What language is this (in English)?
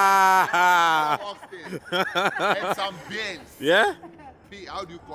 Jamaican Creole English